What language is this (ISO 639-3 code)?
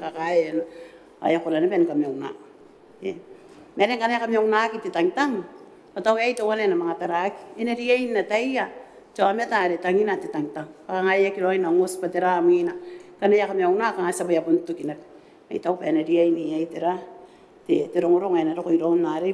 gil